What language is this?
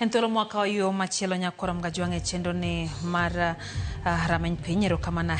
Luo (Kenya and Tanzania)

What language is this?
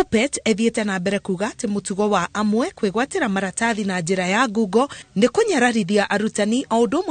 Kikuyu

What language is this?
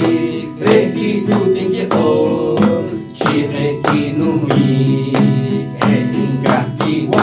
Poqomchi'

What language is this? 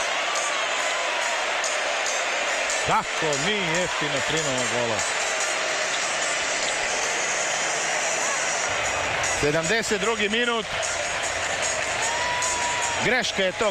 Serbian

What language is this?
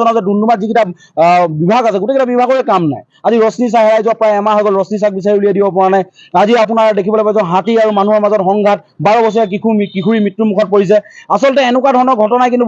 Assamese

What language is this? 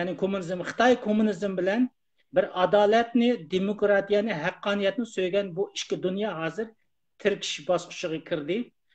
Uyghur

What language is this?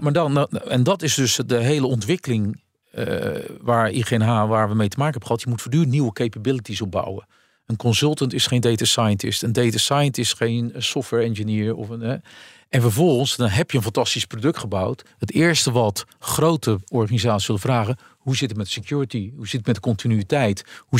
Dutch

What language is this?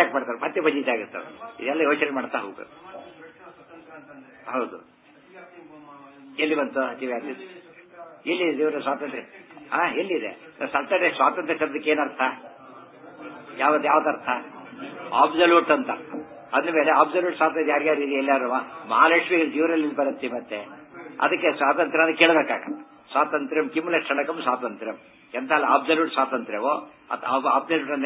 Kannada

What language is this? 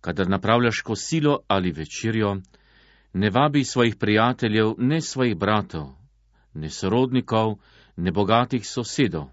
Slovenian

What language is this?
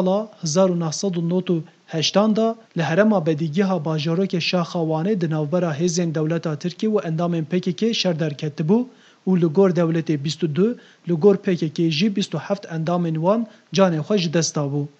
Kurdish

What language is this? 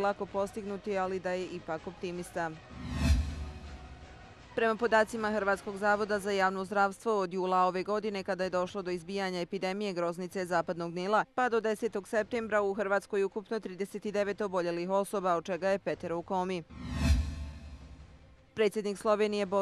Bosnian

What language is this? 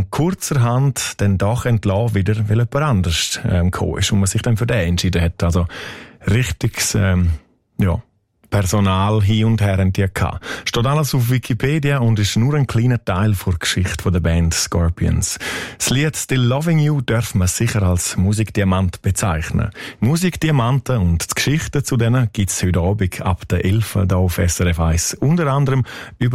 German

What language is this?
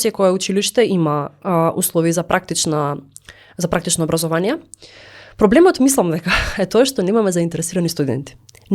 Macedonian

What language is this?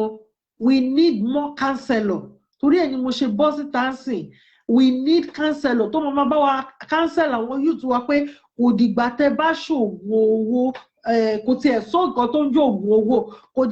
Yoruba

